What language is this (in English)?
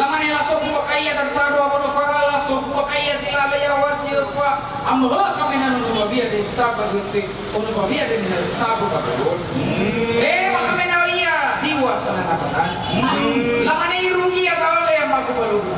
Nias